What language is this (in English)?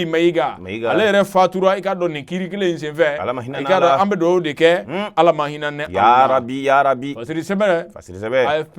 Bambara